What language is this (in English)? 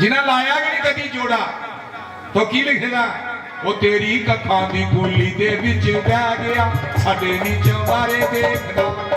Dogri